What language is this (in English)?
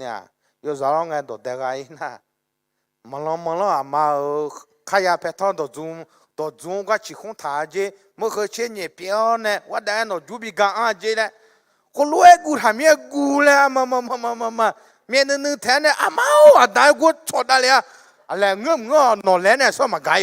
Akha